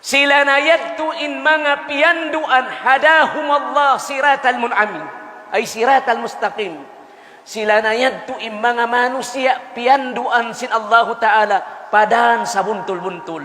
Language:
Tausug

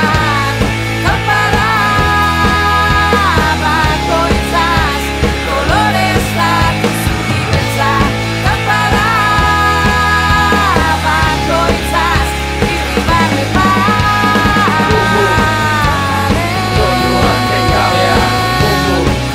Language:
Basque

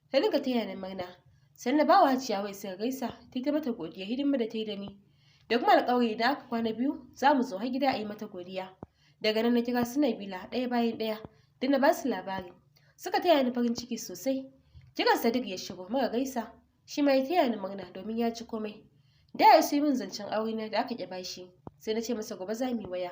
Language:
Hausa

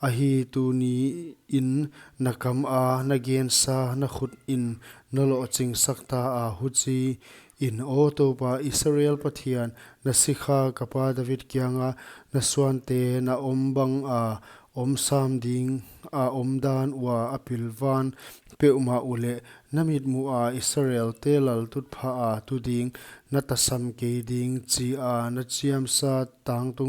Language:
Paite Chin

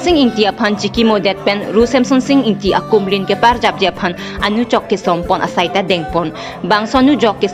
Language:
Karbi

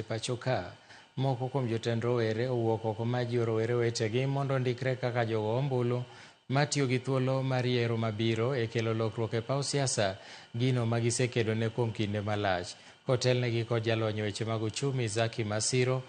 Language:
Luo (Kenya and Tanzania)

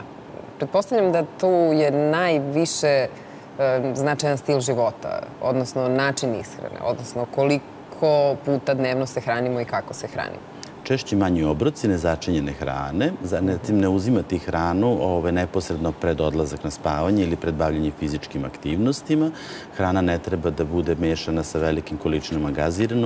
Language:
Serbian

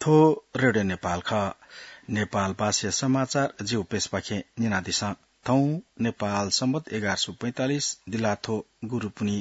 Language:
Newari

